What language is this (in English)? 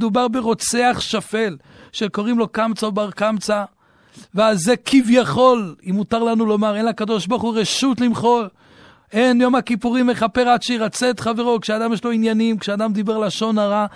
Hebrew